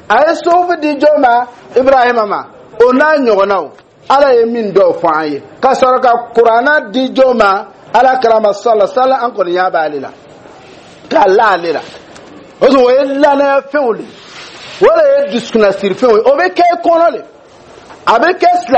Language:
Dyula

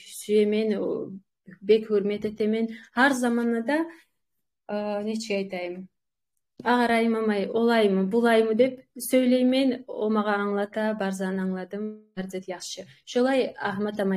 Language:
Kumyk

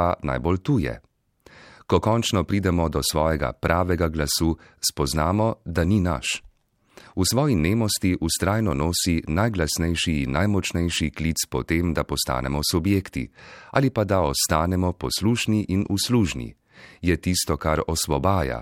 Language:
Slovenian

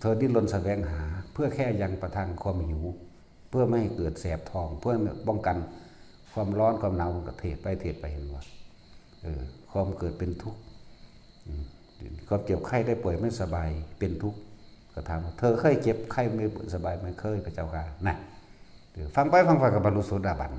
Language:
Northeastern Thai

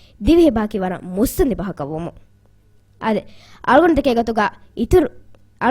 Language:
Divehi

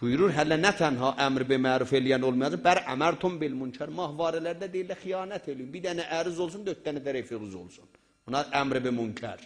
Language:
South Azerbaijani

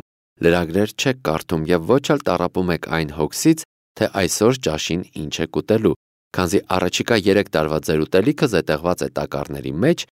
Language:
Armenian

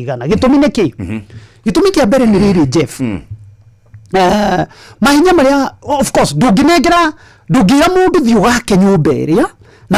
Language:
Kikuyu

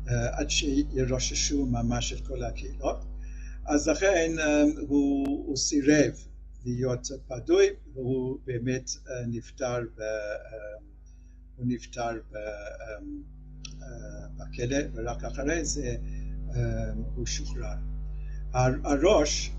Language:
Hebrew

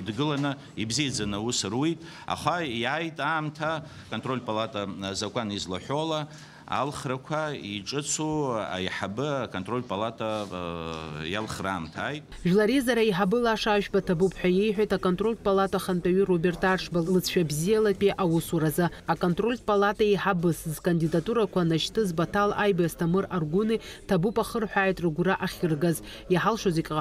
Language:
Abkhazian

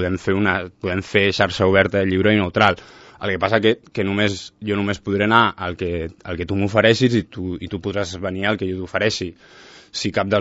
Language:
Catalan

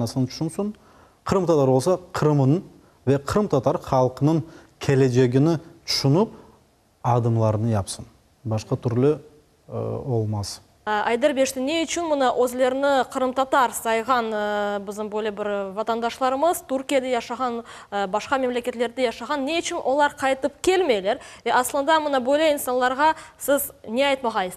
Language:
Crimean Tatar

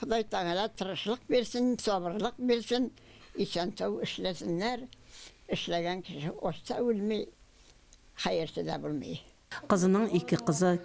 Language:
Tatar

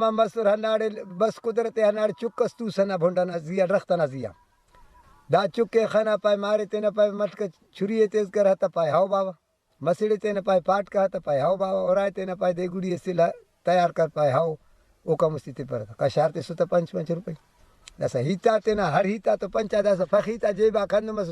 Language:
Brahui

